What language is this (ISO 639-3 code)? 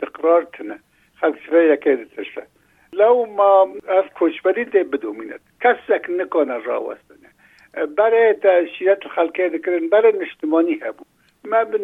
kur